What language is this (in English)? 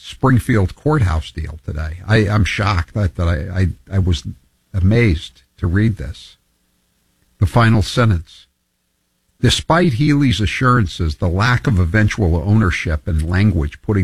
English